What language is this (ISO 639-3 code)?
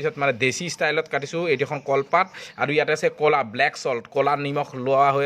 asm